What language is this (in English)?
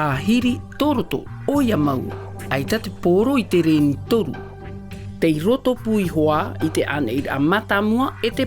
Tahitian